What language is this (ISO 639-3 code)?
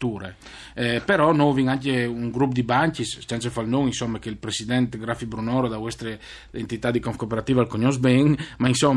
fur